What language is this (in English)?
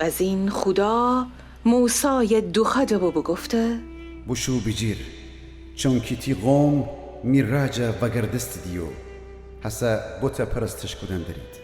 Gilaki